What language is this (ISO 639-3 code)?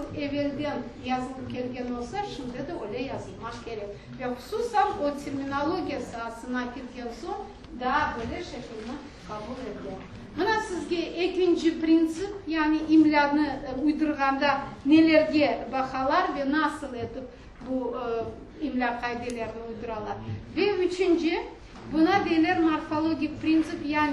crh